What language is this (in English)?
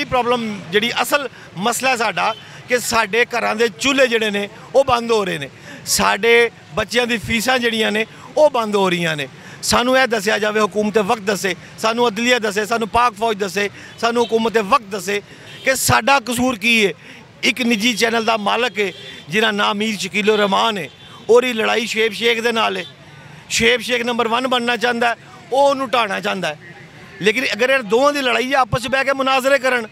Western Panjabi